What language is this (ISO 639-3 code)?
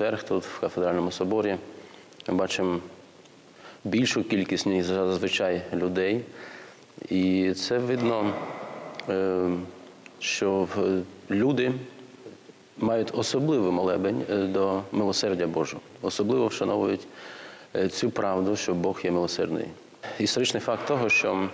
ukr